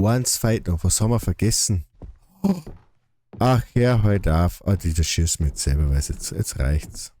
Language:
Bavarian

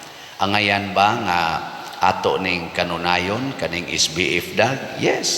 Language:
Cebuano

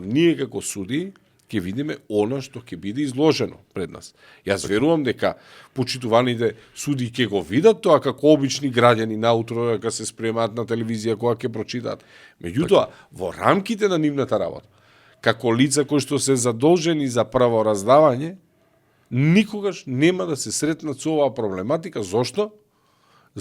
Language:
Macedonian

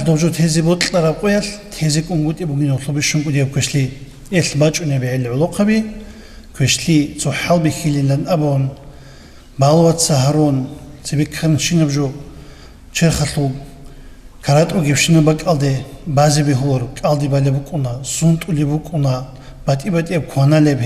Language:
Avaric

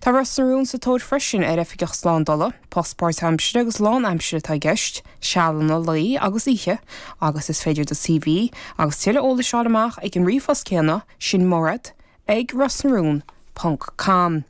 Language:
Irish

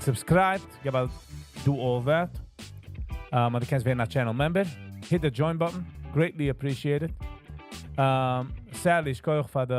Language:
Yiddish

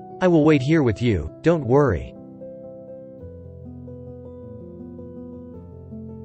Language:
Italian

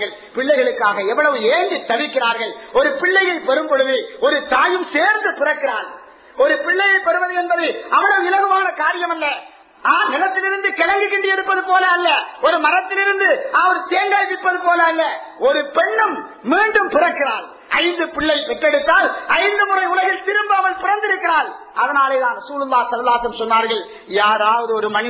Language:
Tamil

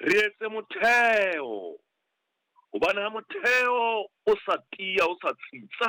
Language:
Southern Sotho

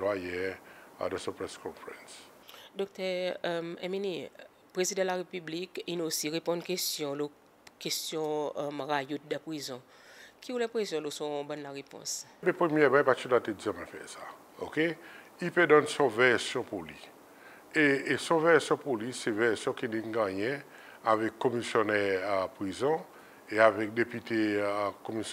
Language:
Seselwa Creole French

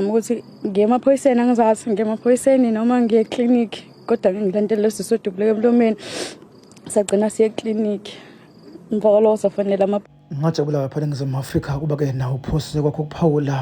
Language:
Zulu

